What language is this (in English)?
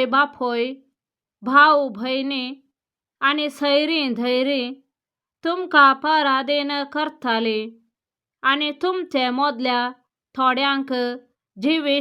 Konkani